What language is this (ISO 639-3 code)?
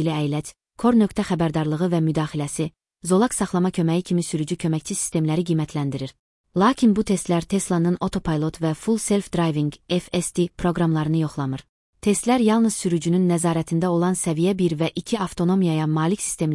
aze